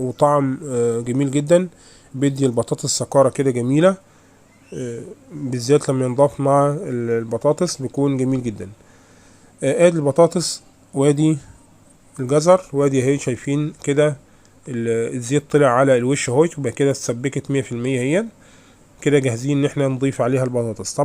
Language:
Egyptian Arabic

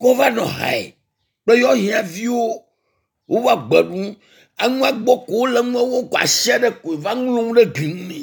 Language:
Ewe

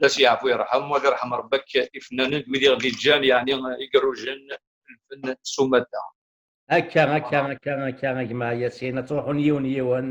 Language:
Kabyle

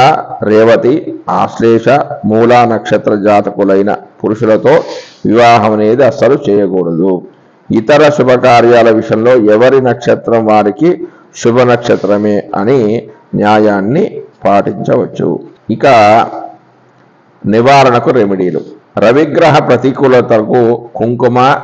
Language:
Telugu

